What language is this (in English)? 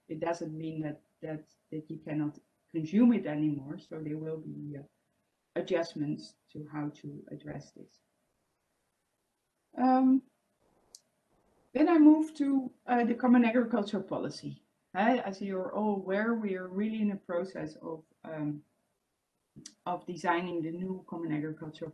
English